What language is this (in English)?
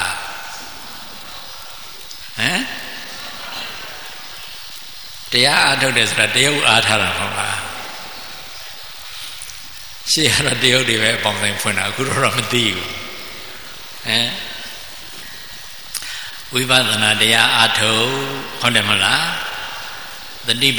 Burmese